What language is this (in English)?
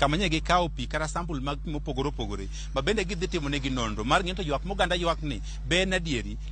Luo (Kenya and Tanzania)